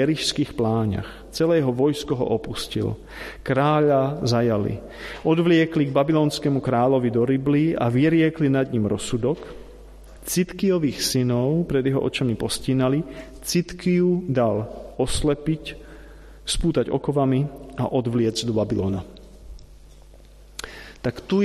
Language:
Slovak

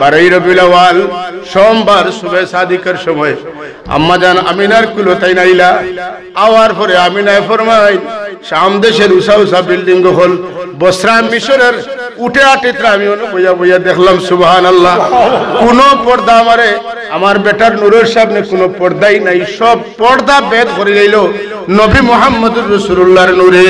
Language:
Sylheti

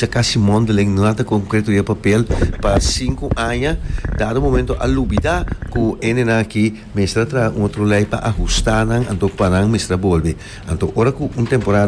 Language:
Papiamento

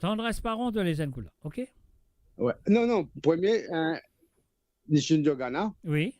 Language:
Morisyen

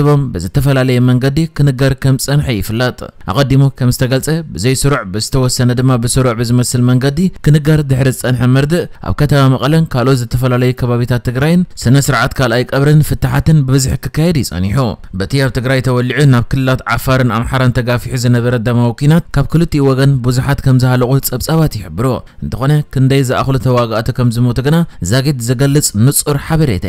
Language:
Tigrinya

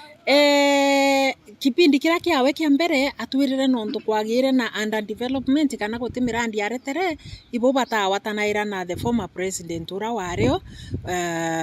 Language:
Meru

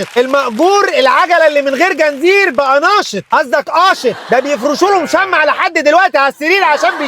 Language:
Egyptian Arabic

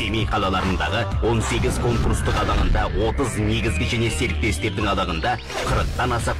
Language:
Kazakh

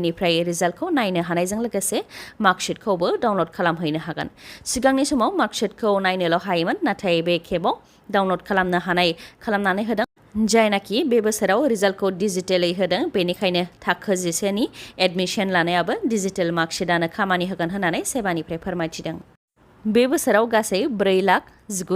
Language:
Bodo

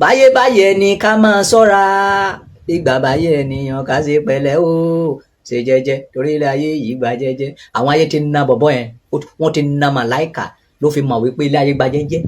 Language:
Yoruba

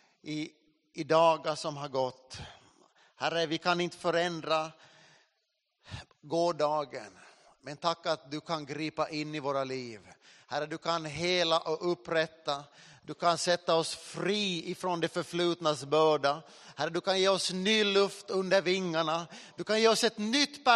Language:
Swedish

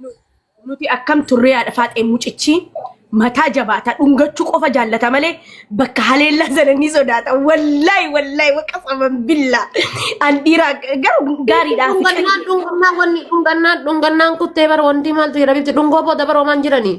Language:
Oromo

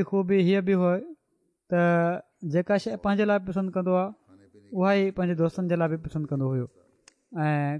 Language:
Sindhi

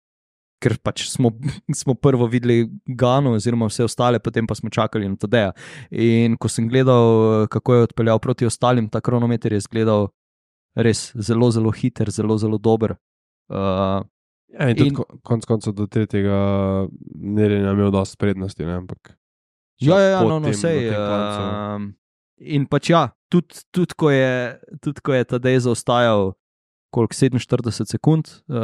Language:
Slovenian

